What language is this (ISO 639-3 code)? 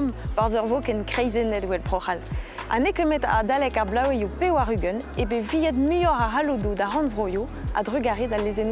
bre